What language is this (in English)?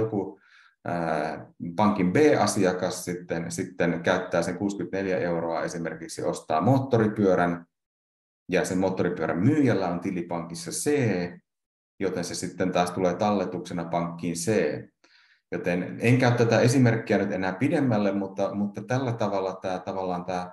Finnish